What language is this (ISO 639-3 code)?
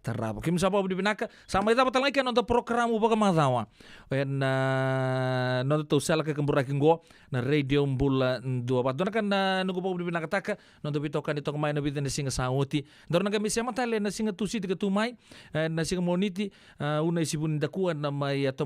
fij